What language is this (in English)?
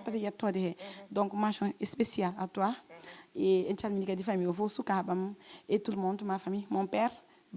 Fula